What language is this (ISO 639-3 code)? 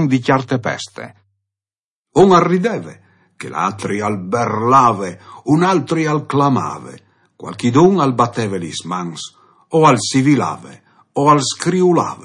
fur